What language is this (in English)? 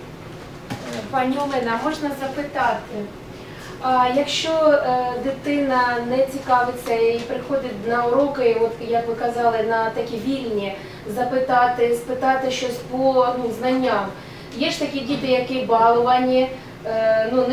Ukrainian